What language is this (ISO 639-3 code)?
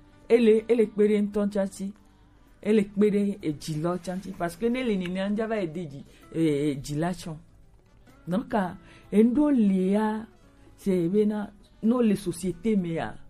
gej